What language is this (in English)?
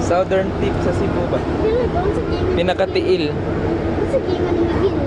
Cebuano